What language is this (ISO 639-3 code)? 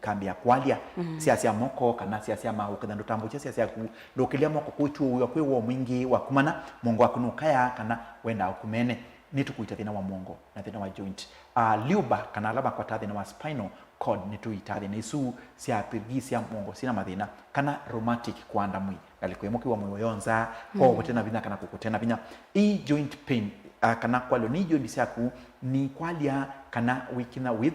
kam